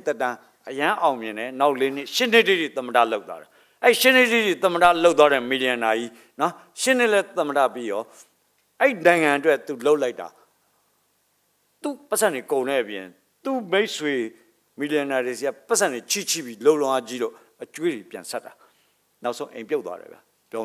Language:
Burmese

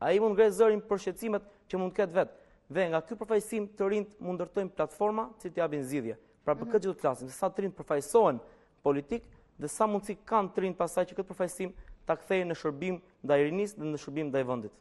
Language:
Albanian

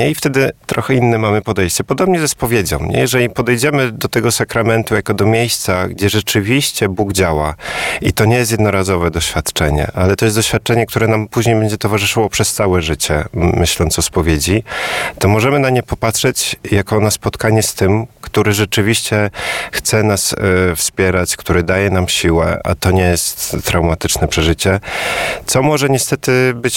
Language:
Polish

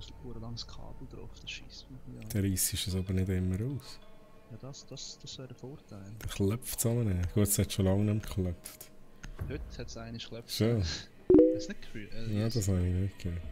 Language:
Swiss German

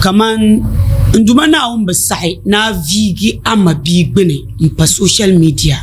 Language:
Dagbani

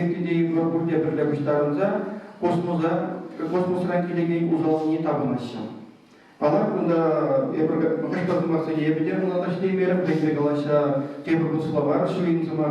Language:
Chuvash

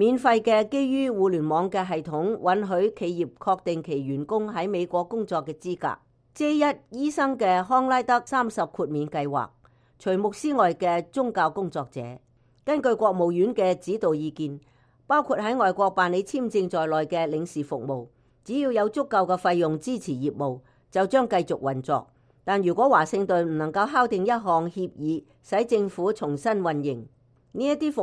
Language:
Cantonese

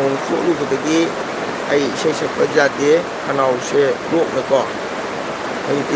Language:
Manipuri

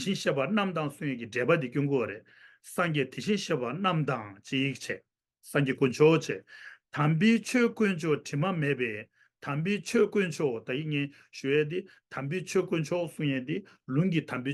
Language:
Tibetan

